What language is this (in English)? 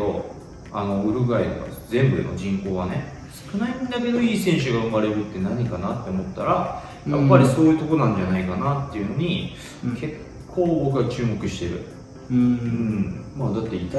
Japanese